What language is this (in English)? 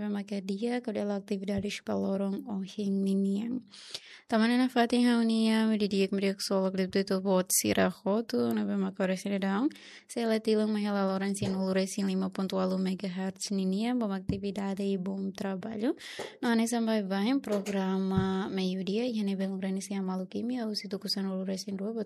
Tetum